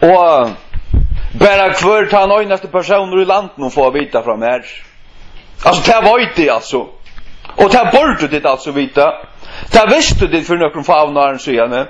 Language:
Faroese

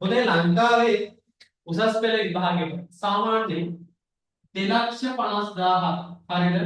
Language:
Sinhala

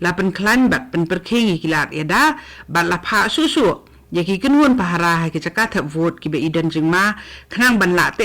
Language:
Khasi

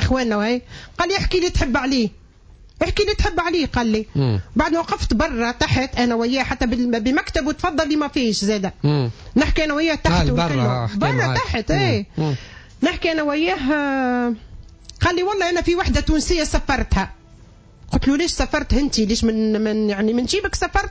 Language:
Tunisian Arabic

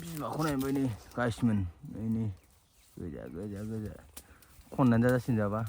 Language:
Bodo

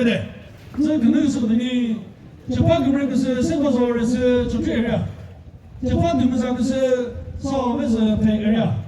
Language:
Chokri Naga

